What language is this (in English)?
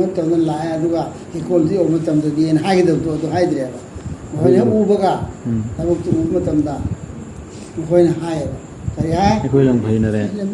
Manipuri